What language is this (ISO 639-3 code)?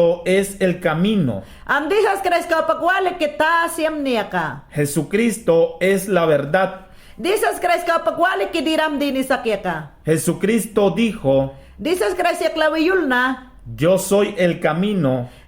yan